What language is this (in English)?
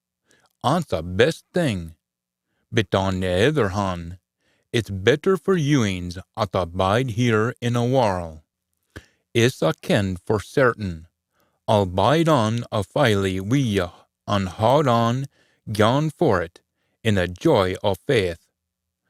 Scots